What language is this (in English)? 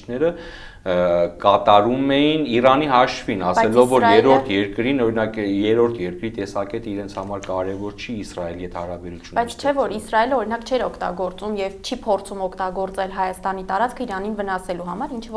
Armenian